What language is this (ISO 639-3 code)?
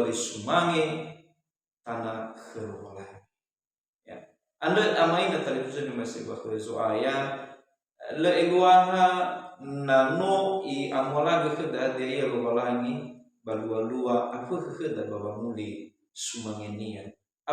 nia